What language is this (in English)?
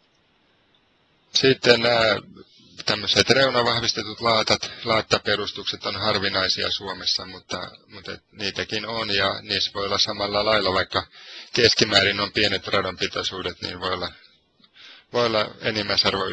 Finnish